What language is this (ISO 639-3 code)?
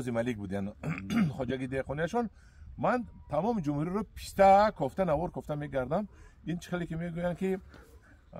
tgk